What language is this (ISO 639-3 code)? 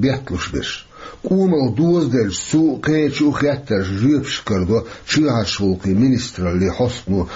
che